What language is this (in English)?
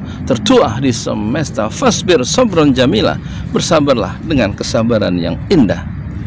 Indonesian